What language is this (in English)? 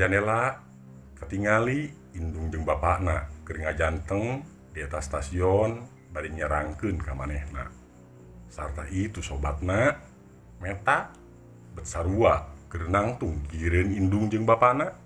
Sundanese